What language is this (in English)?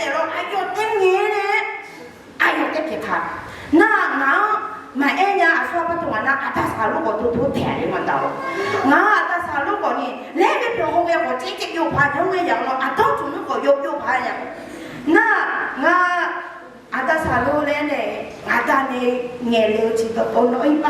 Akha